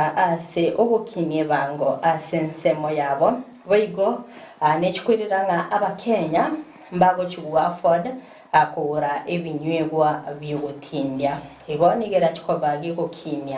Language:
Gusii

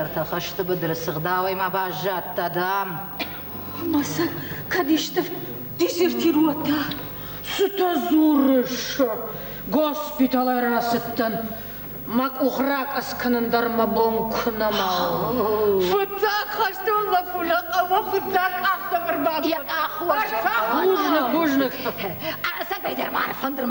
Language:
Ossetic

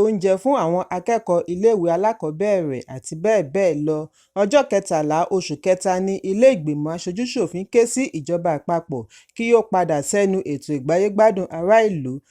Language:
Yoruba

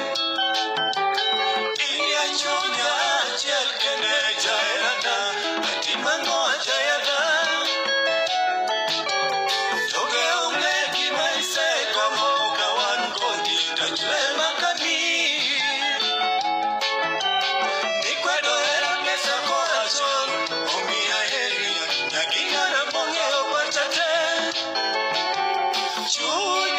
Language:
Luo (Kenya and Tanzania)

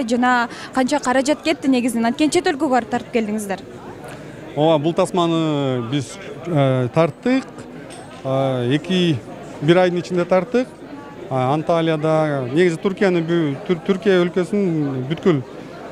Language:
Kyrgyz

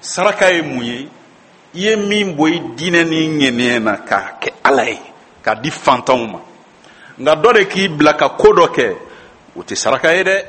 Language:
Bambara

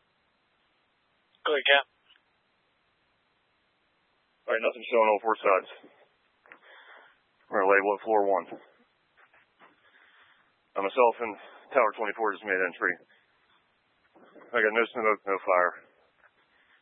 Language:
English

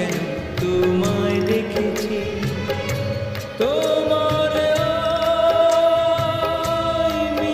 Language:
Bangla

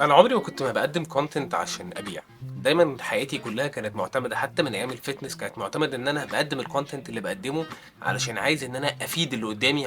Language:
Egyptian Arabic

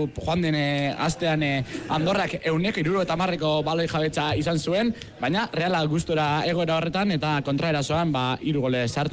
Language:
Basque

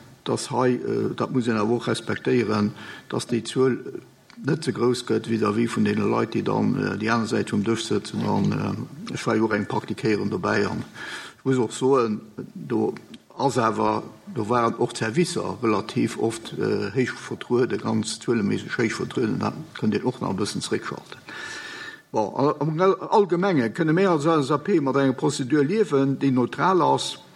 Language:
Luxembourgish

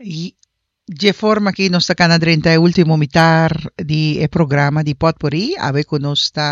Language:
Papiamento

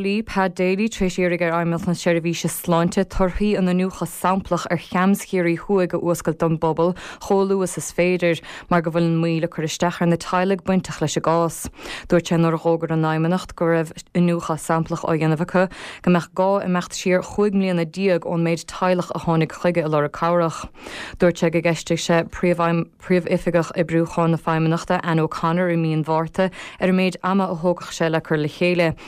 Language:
Irish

